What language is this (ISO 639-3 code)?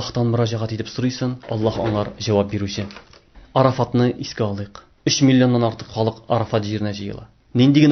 tat